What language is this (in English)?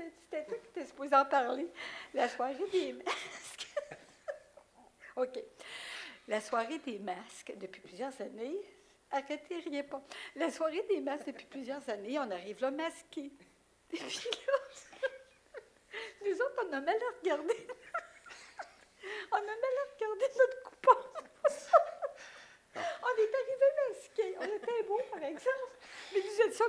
French